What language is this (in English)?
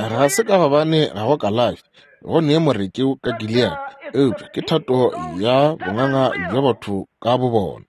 Northern Sotho